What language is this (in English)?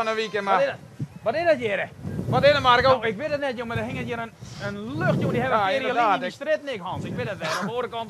Western Frisian